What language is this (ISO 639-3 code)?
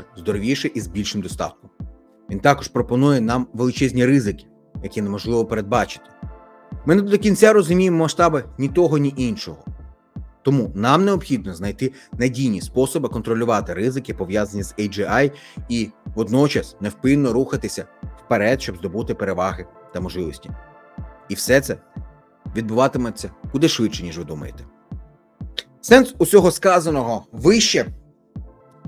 ukr